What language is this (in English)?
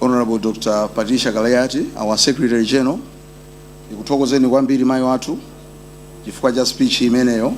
Nyanja